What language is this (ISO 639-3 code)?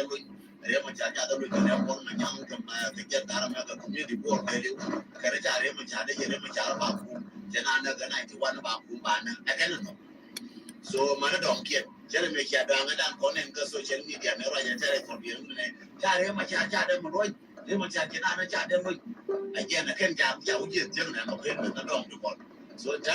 nus